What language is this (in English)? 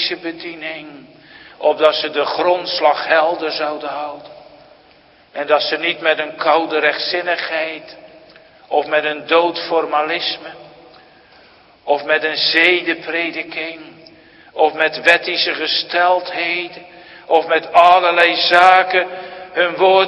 Dutch